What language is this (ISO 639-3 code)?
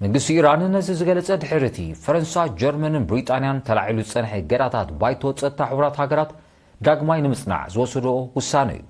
tir